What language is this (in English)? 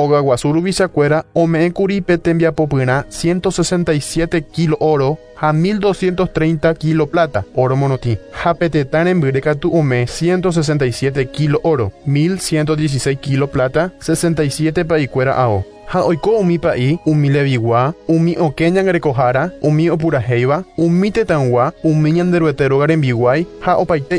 Guarani